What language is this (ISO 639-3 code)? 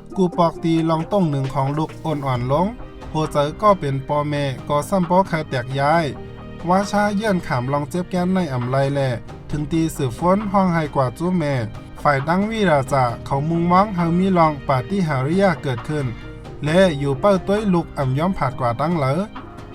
shn